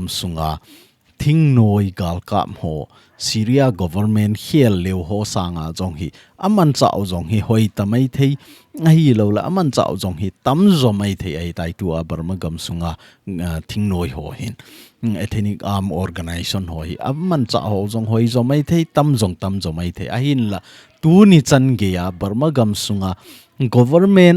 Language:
Thado Chin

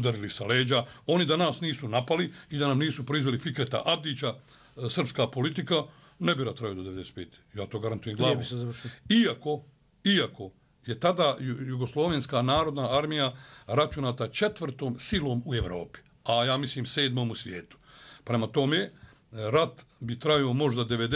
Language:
Bosnian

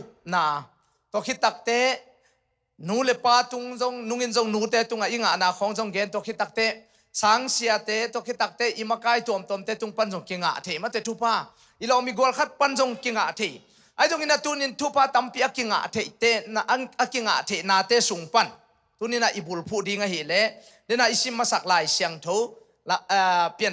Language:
Tedim Chin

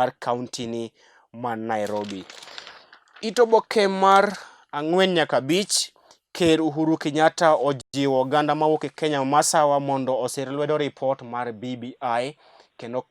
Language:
Luo (Kenya and Tanzania)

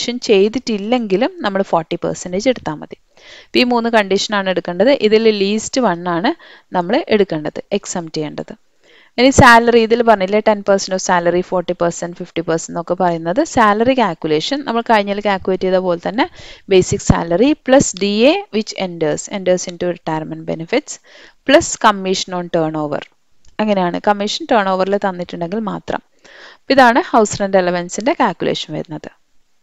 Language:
Malayalam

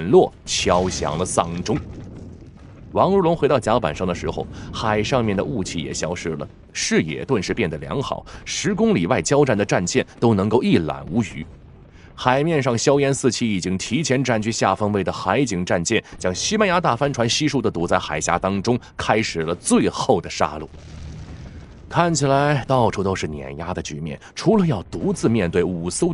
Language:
Chinese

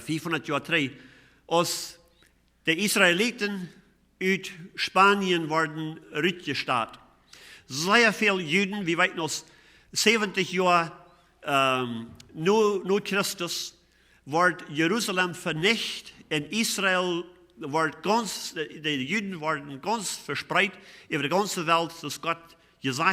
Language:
Plautdietsch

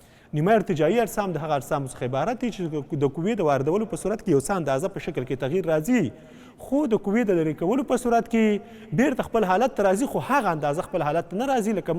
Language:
Pashto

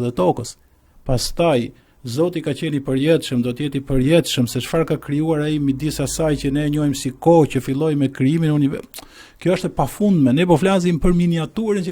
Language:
Albanian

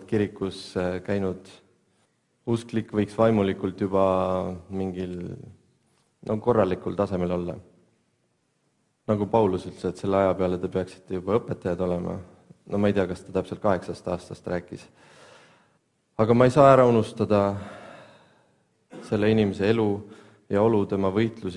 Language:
Estonian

